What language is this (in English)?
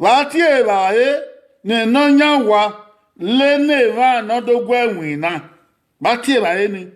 Bini